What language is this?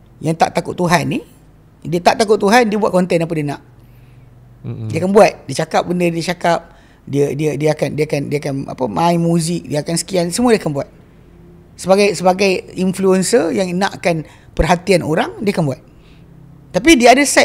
Malay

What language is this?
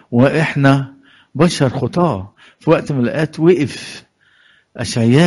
Egyptian Arabic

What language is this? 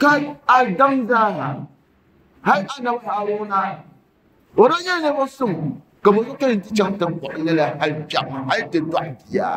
Dagbani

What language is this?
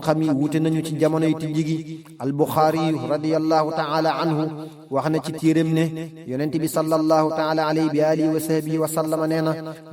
Wolof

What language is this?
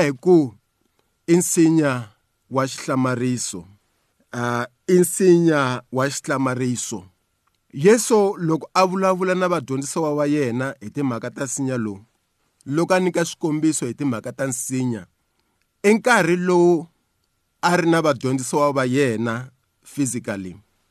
Tsonga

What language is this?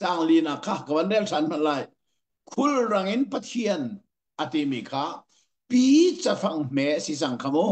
Hakha Chin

